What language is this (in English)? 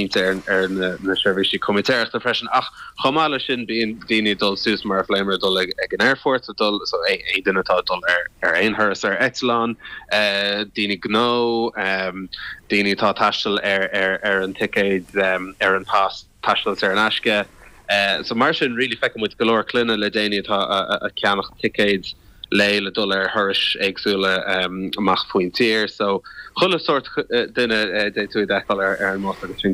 Irish